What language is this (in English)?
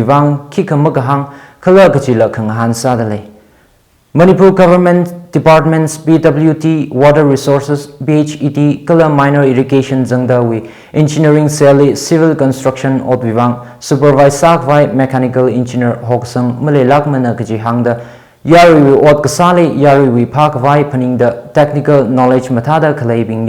Tangkhul Naga (India)